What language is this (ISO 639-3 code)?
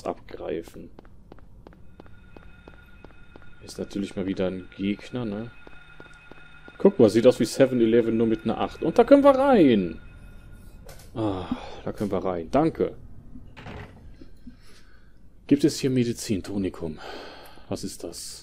deu